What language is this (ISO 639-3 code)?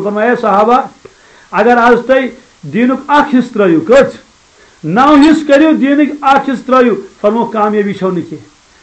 kas